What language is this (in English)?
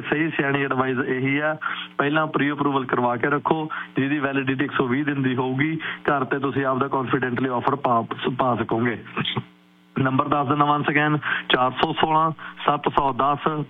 Punjabi